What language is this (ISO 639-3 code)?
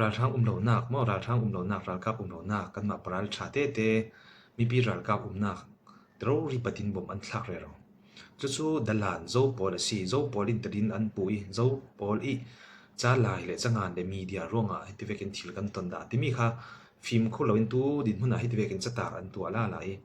cfm